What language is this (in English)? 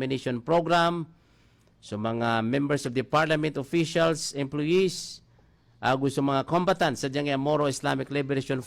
Maranao